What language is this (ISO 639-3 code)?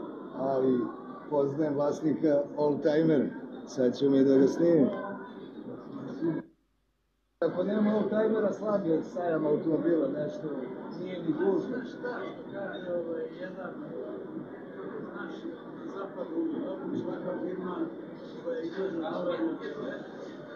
srp